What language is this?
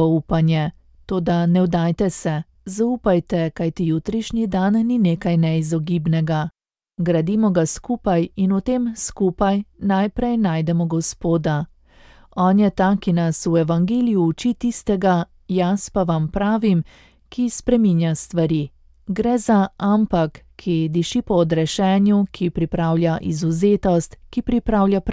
Slovenian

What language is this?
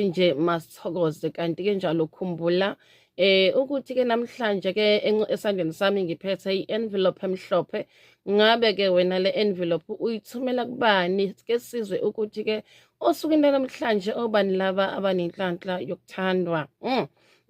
Zulu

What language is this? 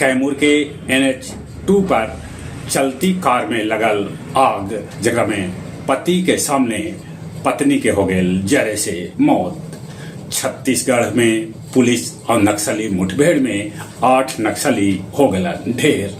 Magahi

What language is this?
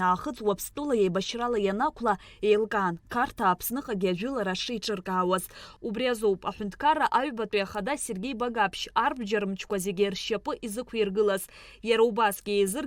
Abkhazian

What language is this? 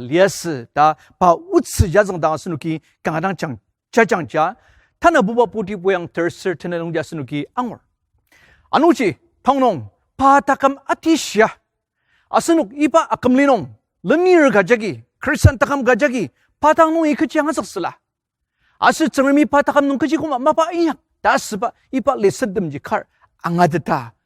Ao Naga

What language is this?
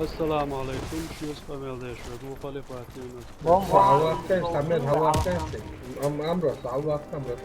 Chechen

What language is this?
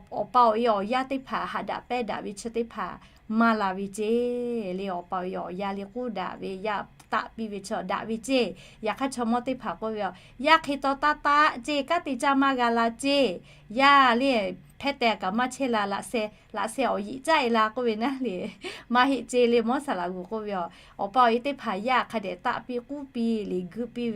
Lahu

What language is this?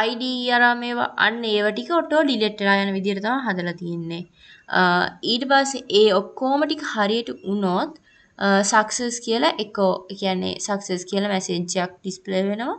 Sinhala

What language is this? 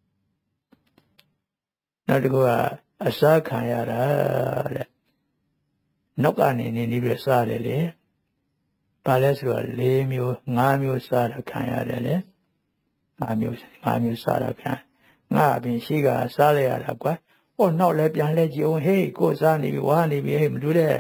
Burmese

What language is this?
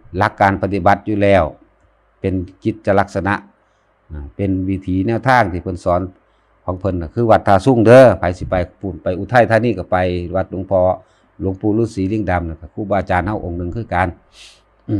Lao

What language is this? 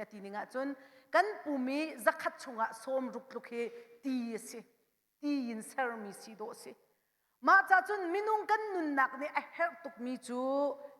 Hakha Chin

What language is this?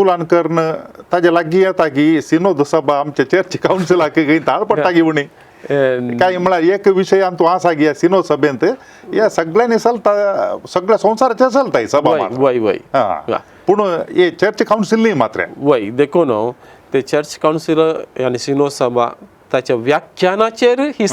Konkani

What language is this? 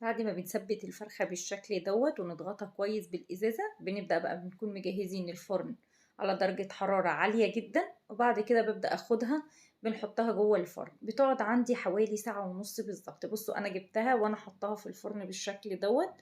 Egyptian Arabic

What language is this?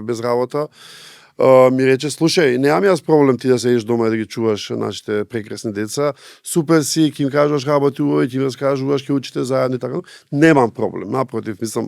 Macedonian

